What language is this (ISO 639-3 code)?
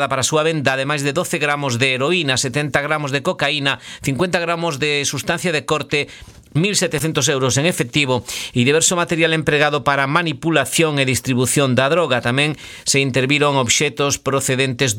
glg